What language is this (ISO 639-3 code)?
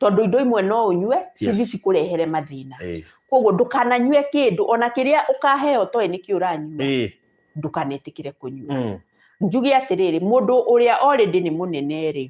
kik